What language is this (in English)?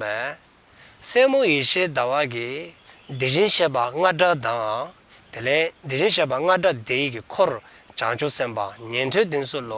Dzongkha